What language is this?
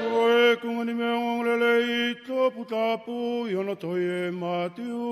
Tongan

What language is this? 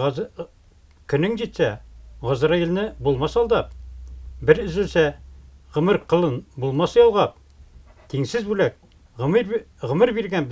Tatar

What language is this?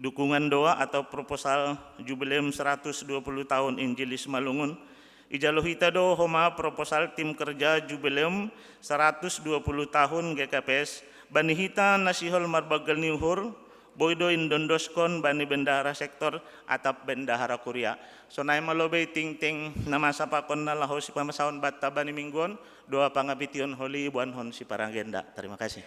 Batak Simalungun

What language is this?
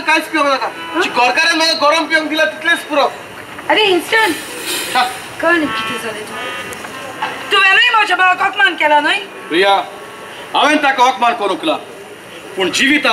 Konkani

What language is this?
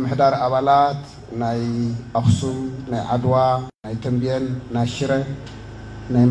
Tigrinya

